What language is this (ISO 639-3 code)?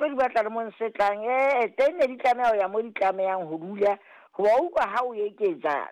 sot